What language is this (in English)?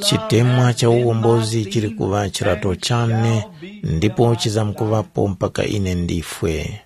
Tumbuka